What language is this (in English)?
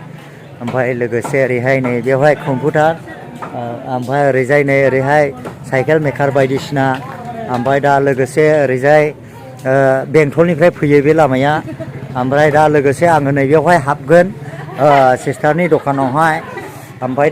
Bodo